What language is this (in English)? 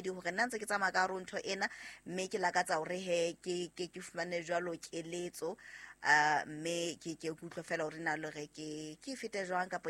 Southern Sotho